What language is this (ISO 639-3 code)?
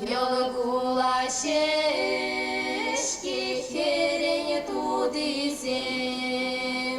chv